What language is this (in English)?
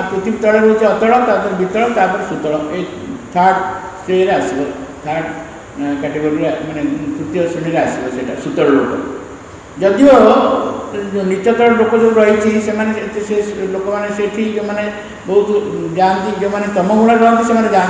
Odia